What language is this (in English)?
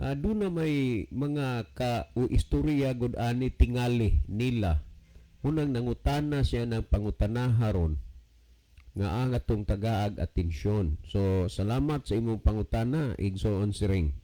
Cebuano